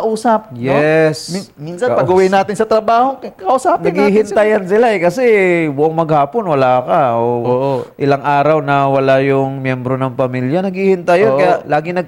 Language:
Filipino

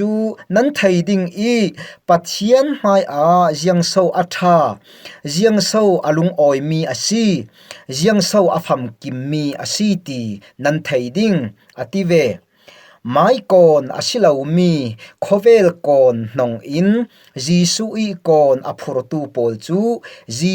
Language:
Falam Chin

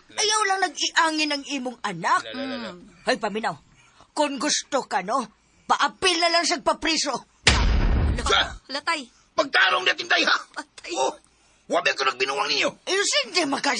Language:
Cebuano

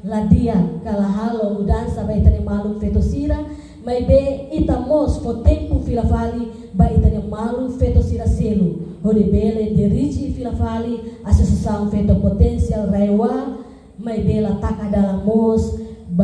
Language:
Tetum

